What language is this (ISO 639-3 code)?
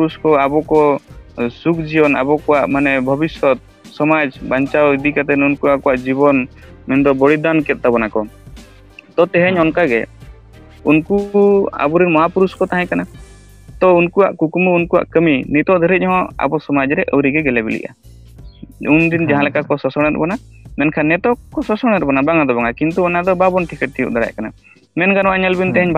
sat